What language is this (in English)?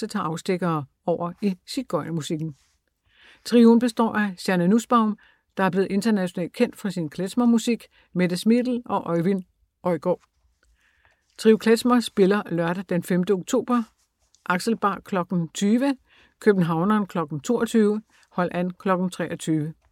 Danish